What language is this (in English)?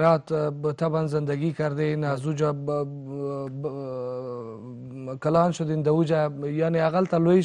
Persian